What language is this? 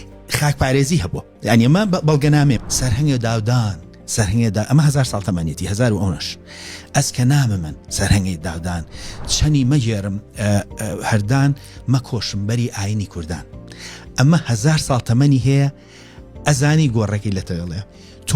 Central Kurdish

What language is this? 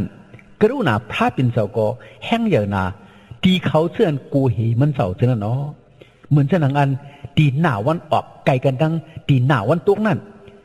Shan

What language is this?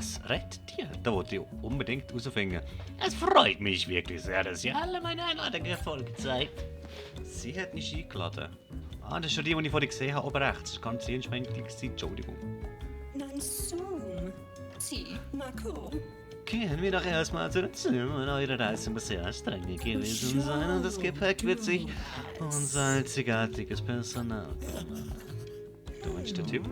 Swiss German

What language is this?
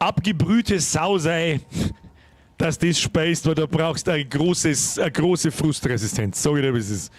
Bavarian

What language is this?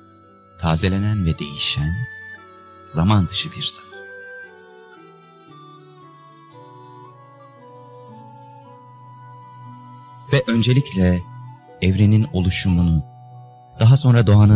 Turkish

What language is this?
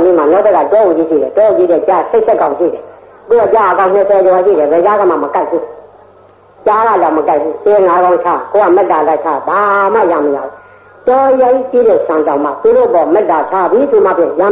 Burmese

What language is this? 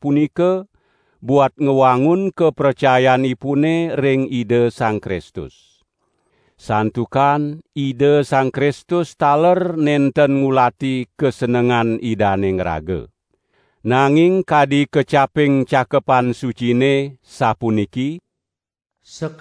Balinese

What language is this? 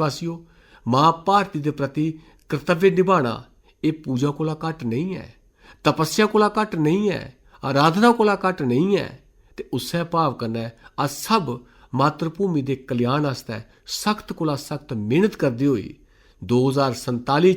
Dogri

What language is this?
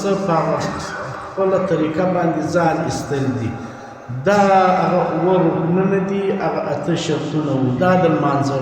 Pashto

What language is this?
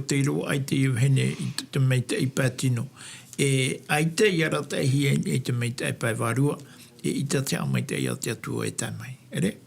Tahitian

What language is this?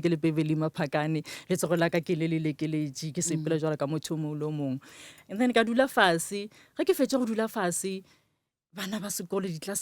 Northern Sotho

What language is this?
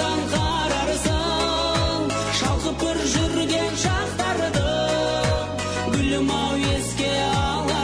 Kazakh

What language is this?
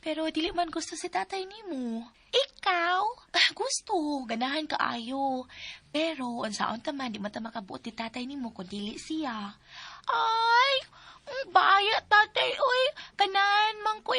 Cebuano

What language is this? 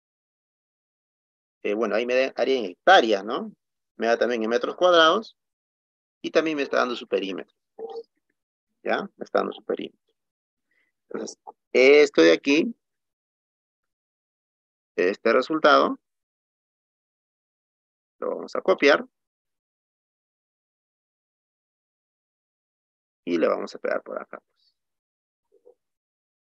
Spanish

